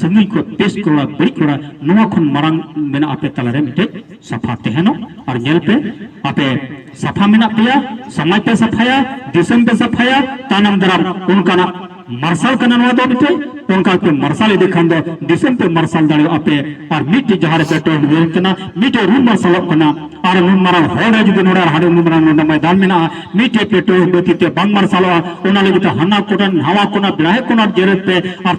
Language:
Santali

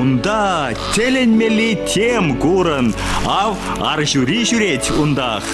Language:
Chuvash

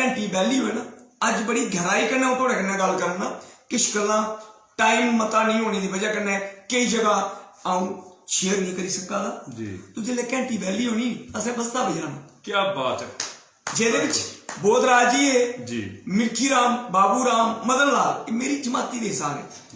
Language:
Dogri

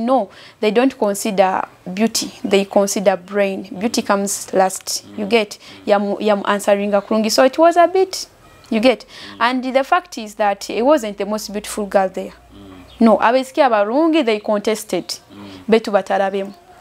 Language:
Nyoro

